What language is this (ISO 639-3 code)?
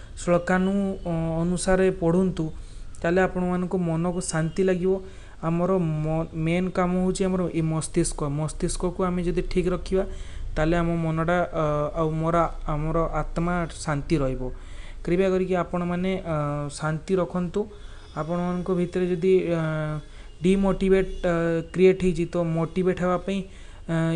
ori